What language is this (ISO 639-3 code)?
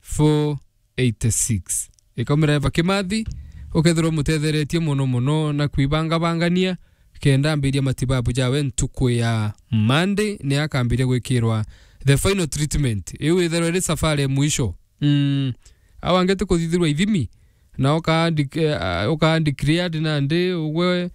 mer